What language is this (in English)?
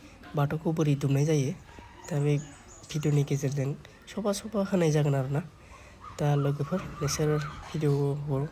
Bodo